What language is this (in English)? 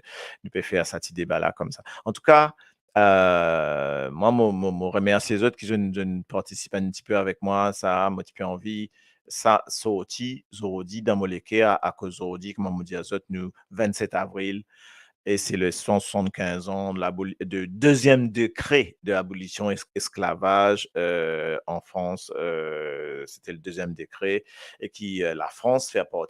Morisyen